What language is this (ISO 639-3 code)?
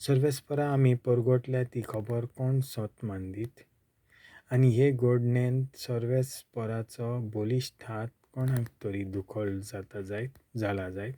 kok